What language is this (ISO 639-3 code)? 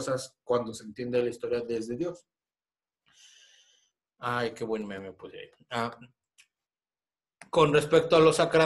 spa